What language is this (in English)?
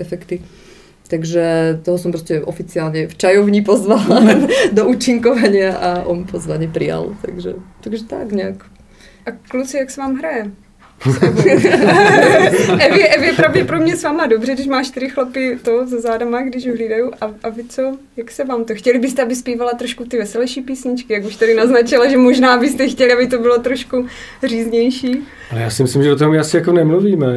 Czech